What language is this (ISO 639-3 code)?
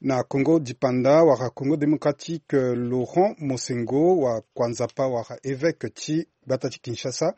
sag